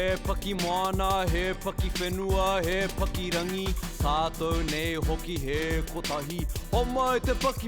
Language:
Māori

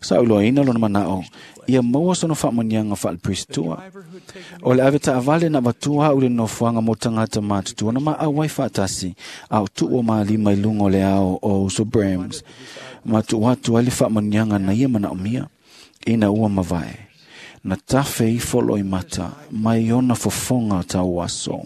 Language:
Samoan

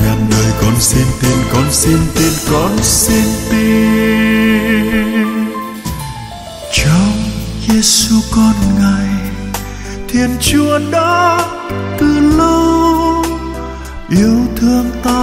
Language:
Vietnamese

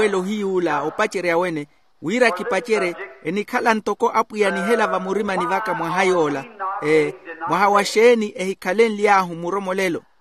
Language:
Makhuwa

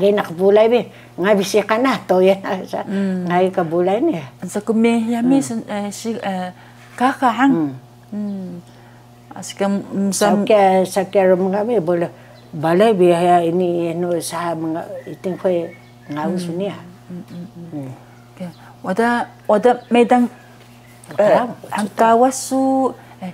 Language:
Taroko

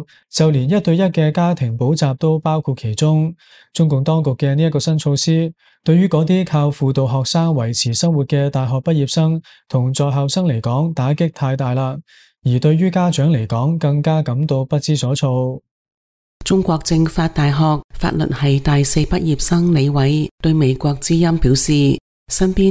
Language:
Cantonese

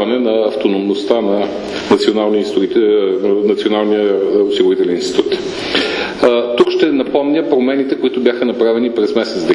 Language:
Bulgarian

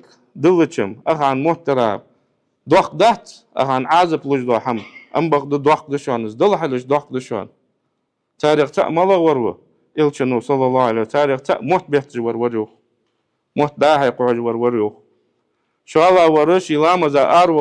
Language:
Ingush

